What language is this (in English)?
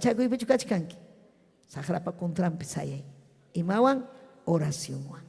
Ayacucho Quechua